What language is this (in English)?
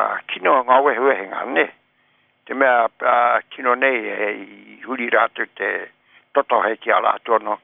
Māori